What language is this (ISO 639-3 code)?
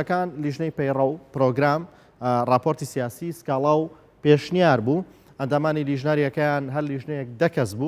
ckb